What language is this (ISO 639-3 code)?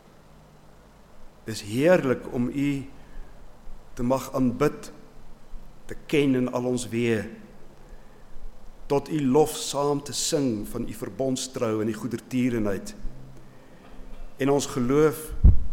afr